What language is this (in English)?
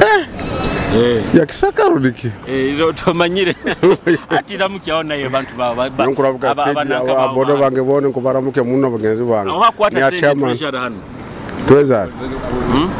Nyoro